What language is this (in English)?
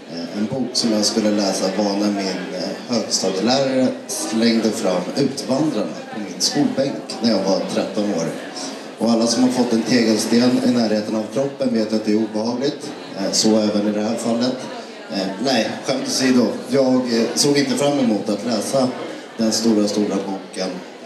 Swedish